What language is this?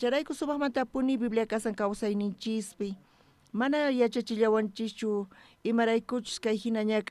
South Bolivian Quechua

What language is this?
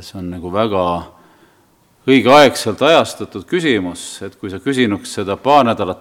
Estonian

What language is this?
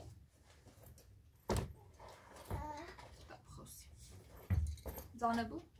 Persian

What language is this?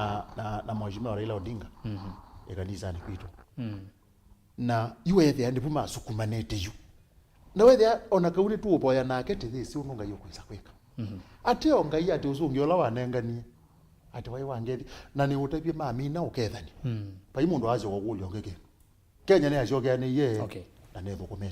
Kamba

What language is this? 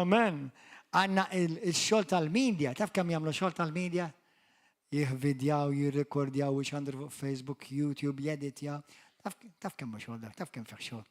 Maltese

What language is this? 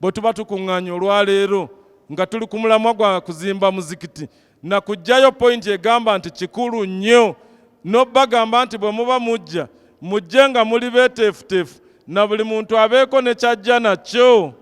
Ganda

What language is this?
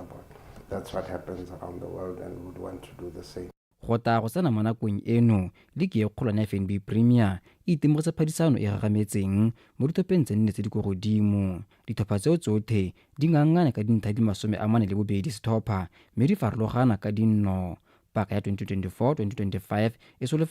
Tswana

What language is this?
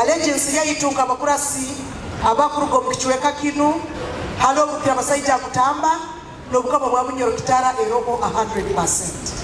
Nyoro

